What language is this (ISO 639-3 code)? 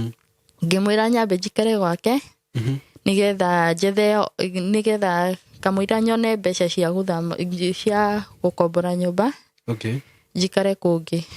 kik